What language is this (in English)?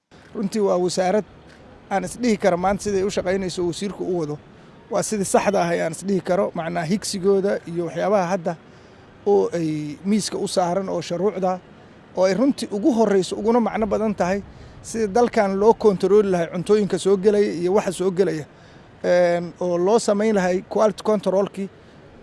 Somali